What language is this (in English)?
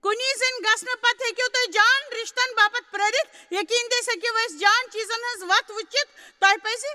Kashmiri